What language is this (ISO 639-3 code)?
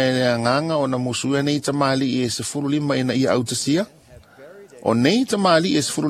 smo